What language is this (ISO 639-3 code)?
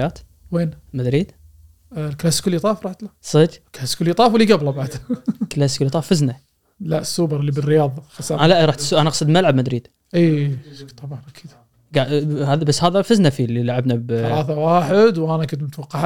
afb